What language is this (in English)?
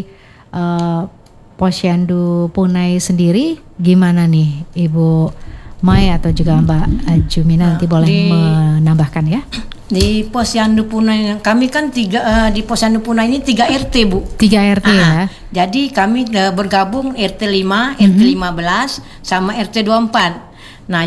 Indonesian